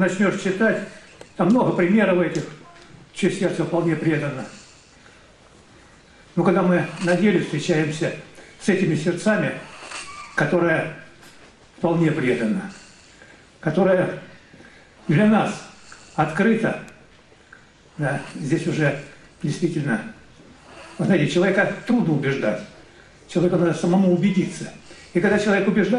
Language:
Russian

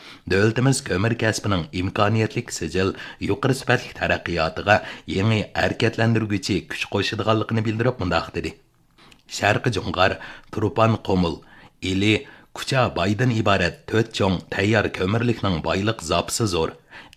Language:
Uyghur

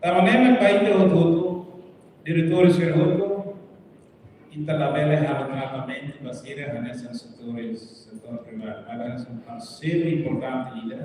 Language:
Tetum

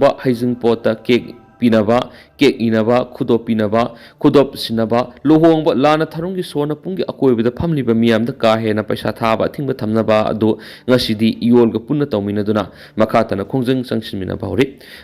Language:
Manipuri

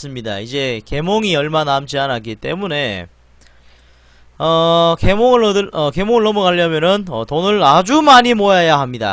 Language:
Korean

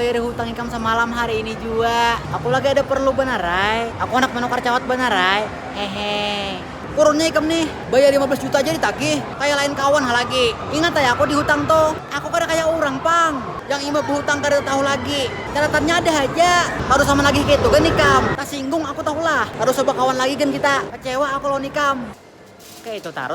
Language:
Banjar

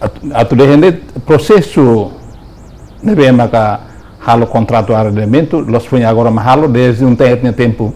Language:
Tetum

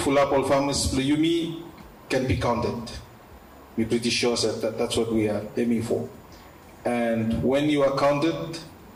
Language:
Bislama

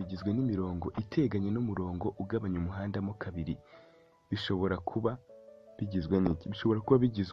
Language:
Kinyarwanda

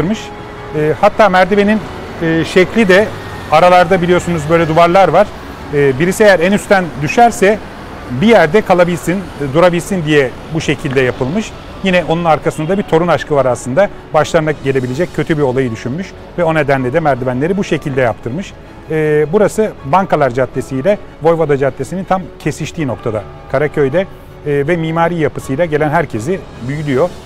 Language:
Turkish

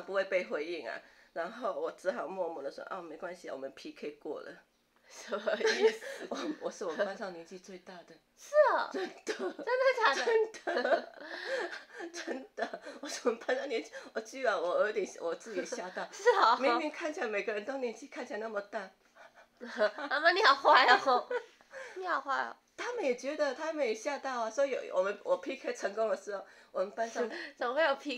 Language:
Chinese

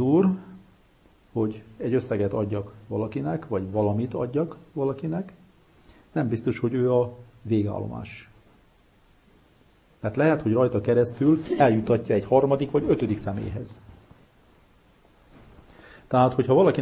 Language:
Hungarian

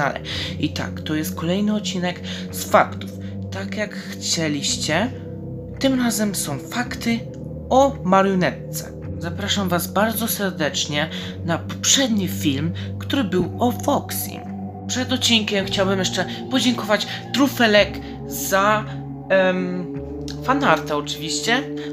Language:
Polish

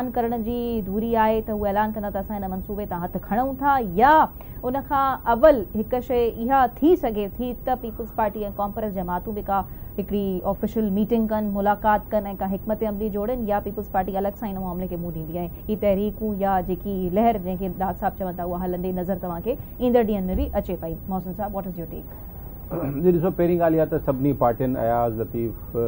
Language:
Sindhi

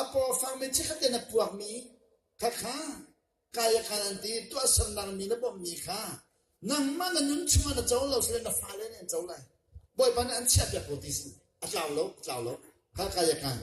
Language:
Hakha Chin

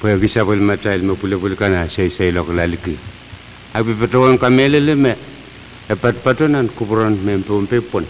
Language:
Pohnpeian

